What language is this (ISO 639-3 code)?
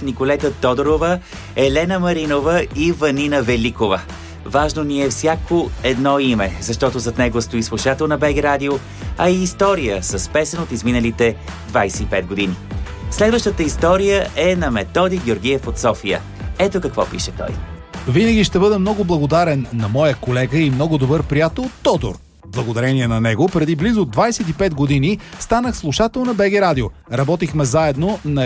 bul